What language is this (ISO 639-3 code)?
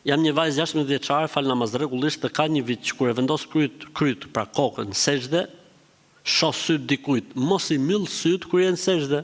sqi